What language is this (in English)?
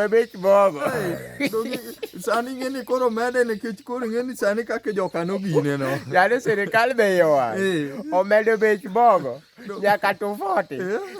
Luo (Kenya and Tanzania)